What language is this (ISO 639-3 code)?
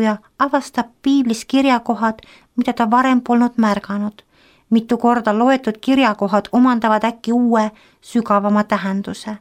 est